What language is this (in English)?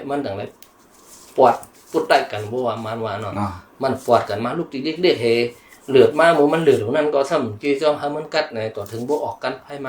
Shan